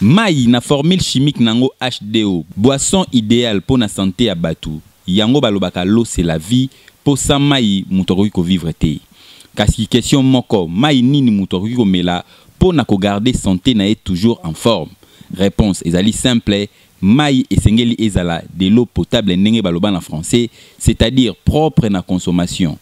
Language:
Lingala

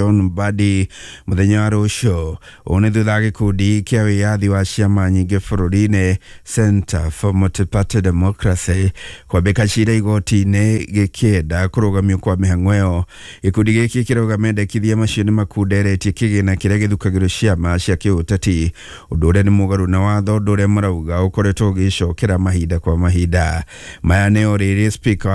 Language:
Kikuyu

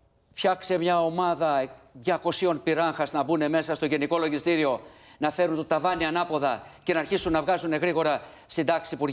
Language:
Greek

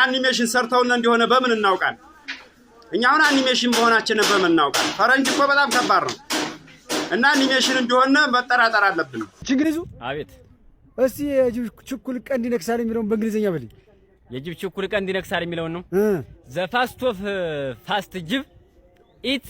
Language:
Amharic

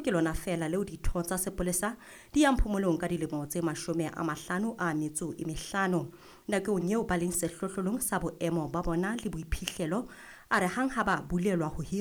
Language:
Southern Sotho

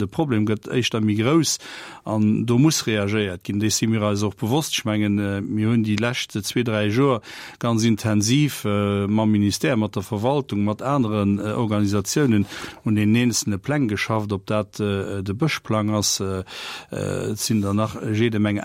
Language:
Luxembourgish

